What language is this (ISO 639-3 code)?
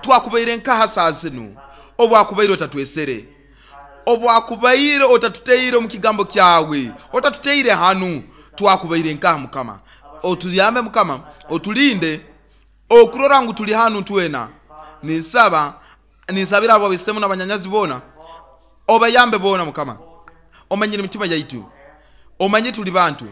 nyo